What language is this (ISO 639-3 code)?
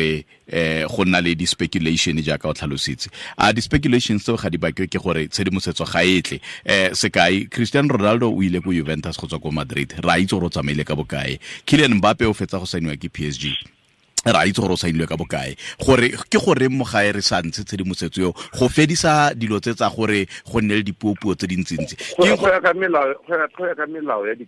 tsn